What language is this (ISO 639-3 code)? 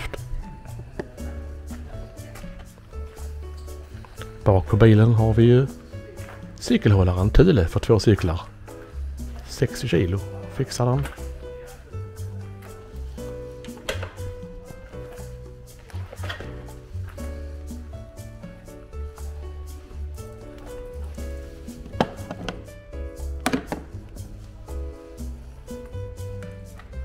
swe